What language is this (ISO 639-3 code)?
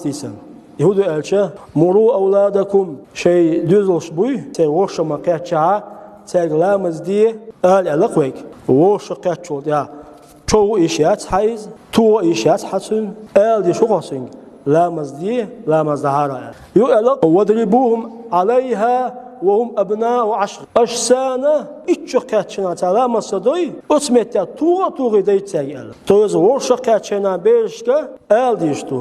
che